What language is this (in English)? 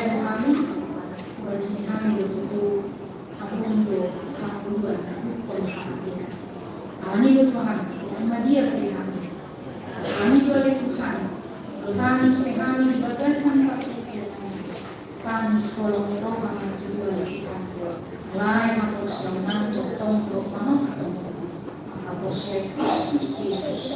Batak Toba